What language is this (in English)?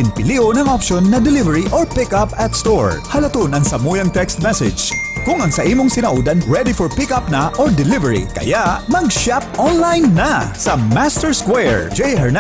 Bikol